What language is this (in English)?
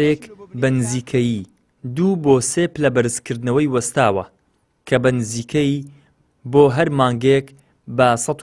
Central Kurdish